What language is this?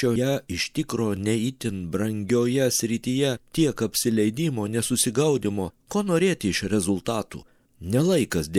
Lithuanian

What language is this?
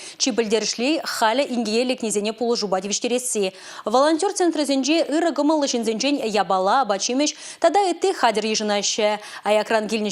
Chuvash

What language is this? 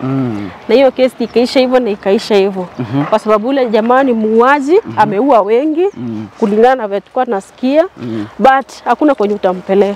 Swahili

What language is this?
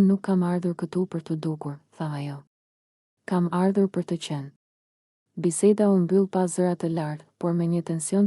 Albanian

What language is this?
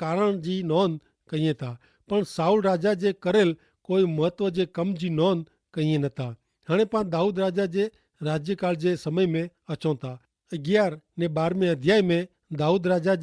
Kachhi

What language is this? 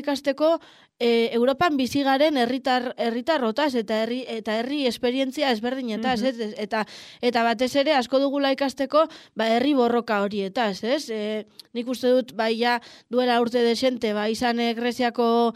Basque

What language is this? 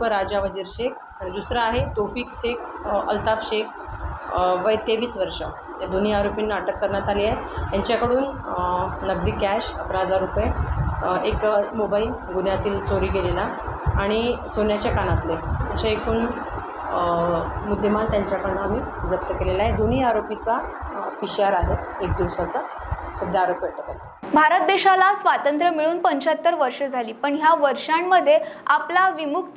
Marathi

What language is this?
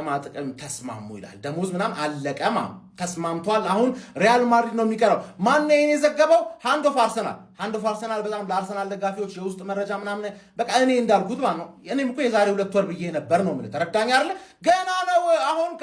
Amharic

